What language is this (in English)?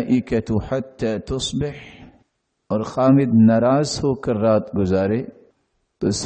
Urdu